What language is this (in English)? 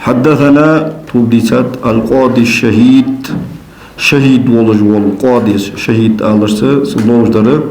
Ingush